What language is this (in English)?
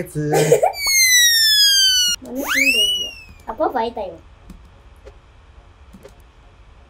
Japanese